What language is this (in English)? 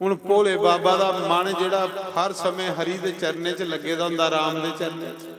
Dogri